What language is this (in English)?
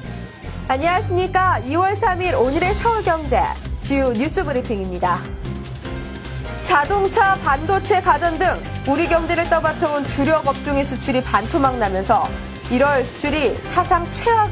Korean